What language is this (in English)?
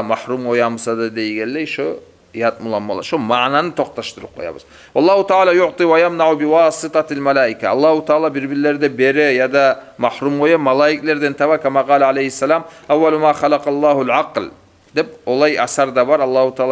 Kumyk